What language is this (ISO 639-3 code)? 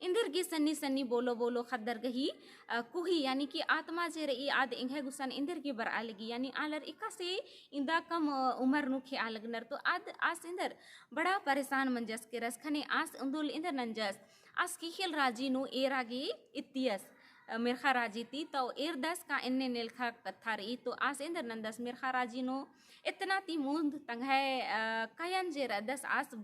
kru